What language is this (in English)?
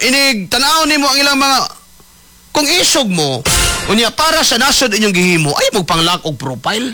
Cebuano